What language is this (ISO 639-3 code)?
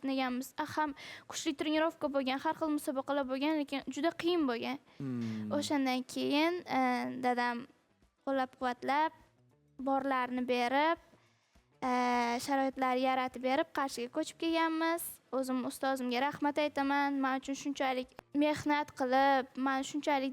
uzb